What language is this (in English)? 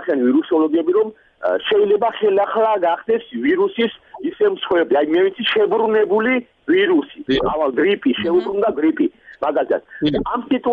Georgian